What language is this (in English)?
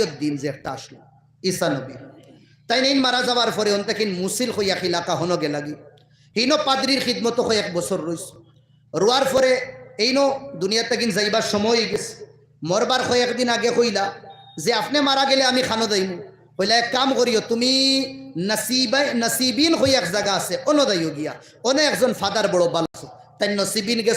Sylheti